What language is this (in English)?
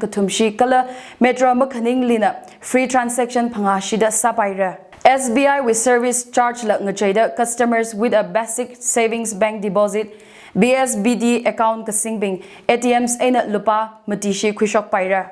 Tangkhul Naga (India)